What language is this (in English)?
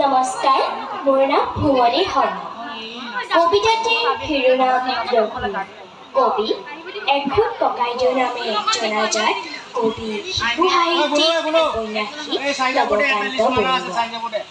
Assamese